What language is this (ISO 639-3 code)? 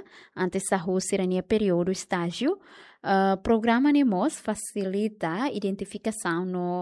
tet